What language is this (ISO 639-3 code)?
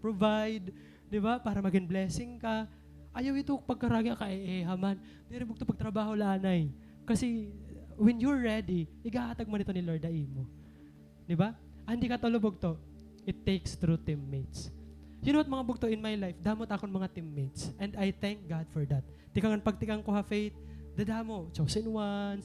war